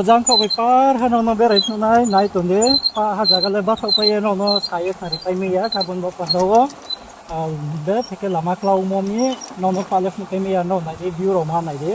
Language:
Riang (India)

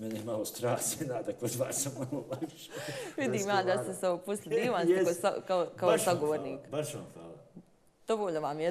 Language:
Bosnian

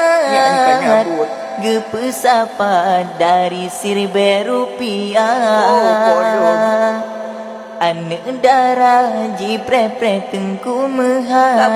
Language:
Achinese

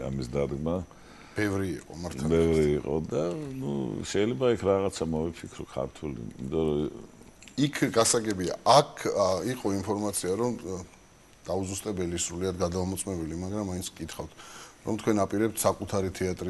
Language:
Georgian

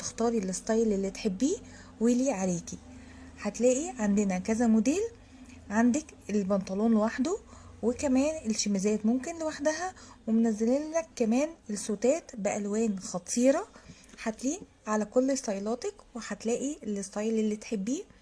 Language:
Egyptian Arabic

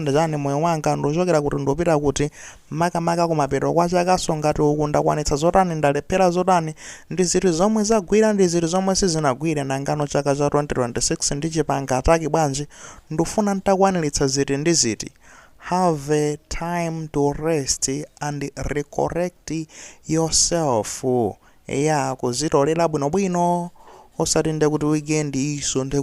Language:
Nyanja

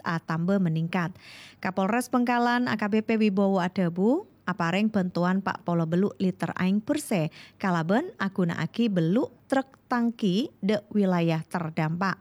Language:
Madurese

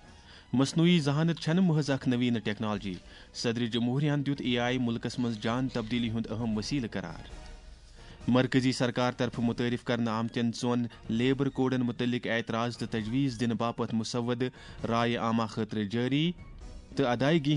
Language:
Kashmiri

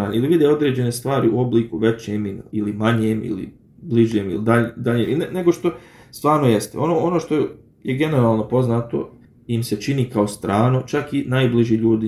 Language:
Bosnian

